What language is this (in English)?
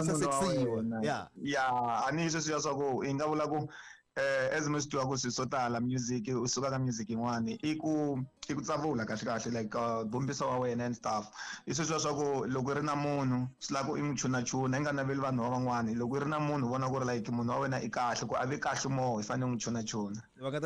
Tsonga